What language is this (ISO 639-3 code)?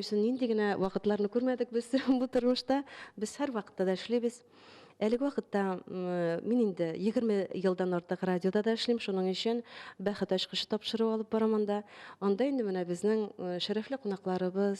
tat